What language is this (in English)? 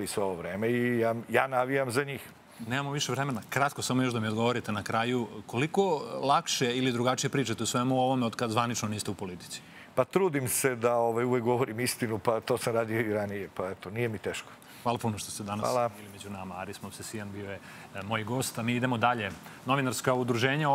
Serbian